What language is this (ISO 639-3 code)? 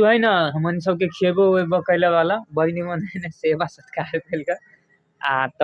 mai